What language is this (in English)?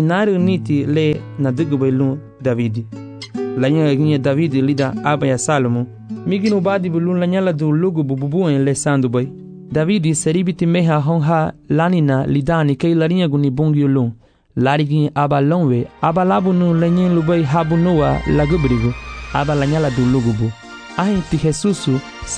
Garifuna